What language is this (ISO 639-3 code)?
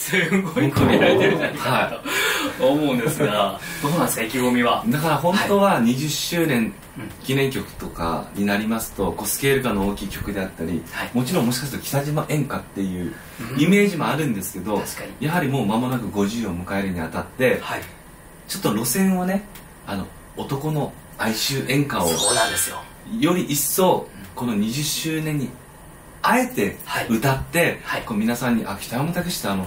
jpn